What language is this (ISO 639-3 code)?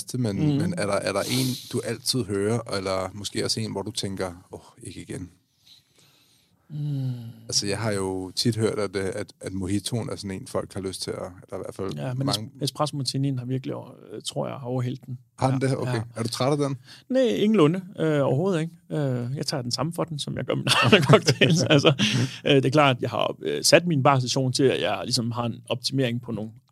dan